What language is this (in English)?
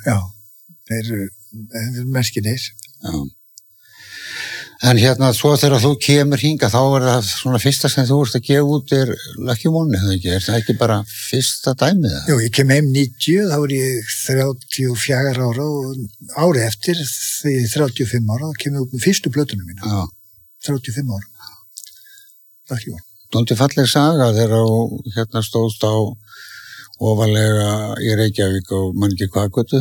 Icelandic